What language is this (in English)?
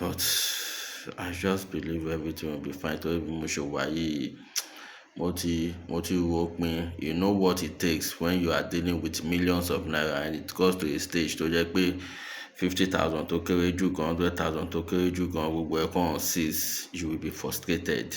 Yoruba